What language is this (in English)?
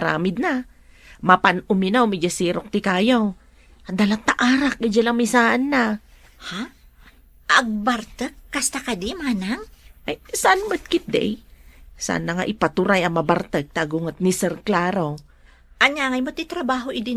Iloko